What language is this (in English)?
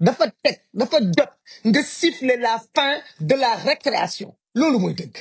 Wolof